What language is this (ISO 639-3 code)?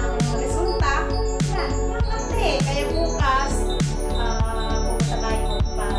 fil